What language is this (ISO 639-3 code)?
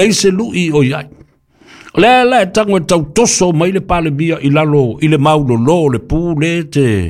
smo